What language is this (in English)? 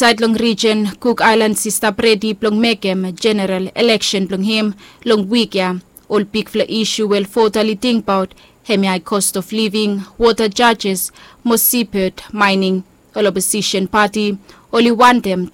Bislama